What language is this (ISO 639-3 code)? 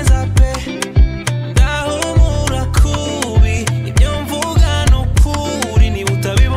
kin